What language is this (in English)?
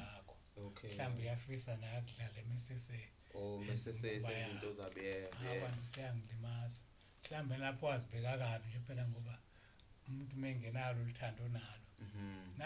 Zulu